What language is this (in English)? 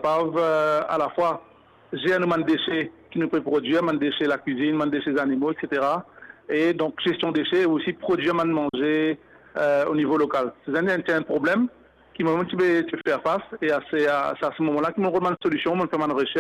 Morisyen